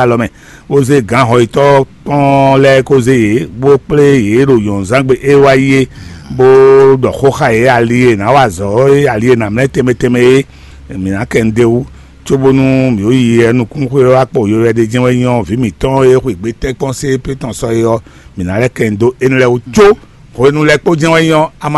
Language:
Fon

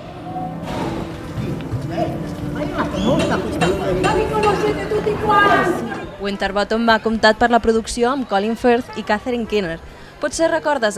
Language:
Catalan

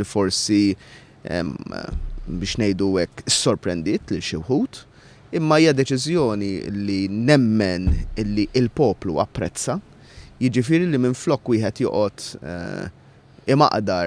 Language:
Maltese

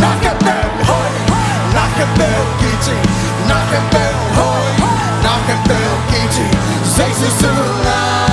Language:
Tedim Chin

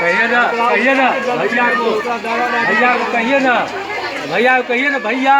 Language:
Maithili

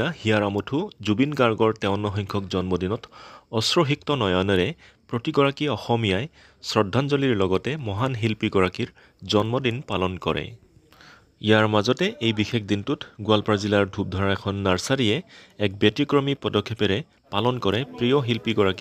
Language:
Assamese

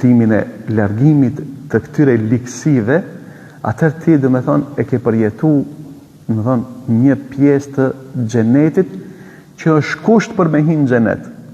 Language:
Albanian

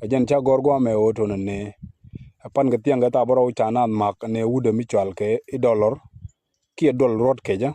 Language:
Nuer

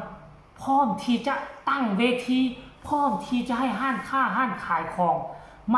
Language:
Northeastern Thai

